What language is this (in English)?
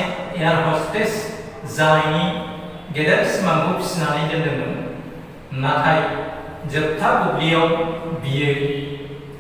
Bodo